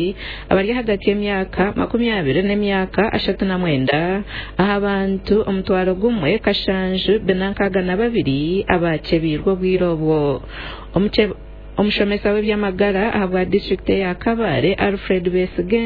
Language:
Nyankole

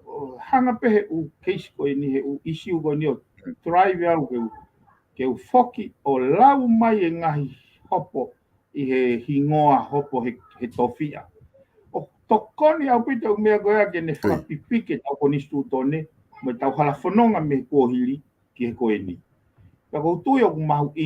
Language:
Tongan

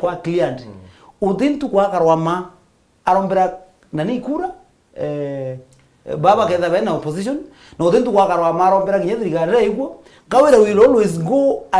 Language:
Meru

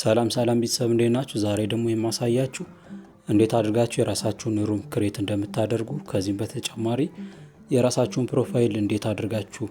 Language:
Amharic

